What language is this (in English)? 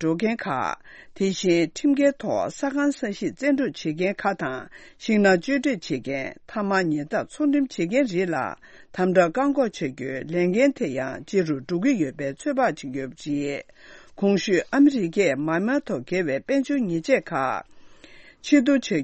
Tibetan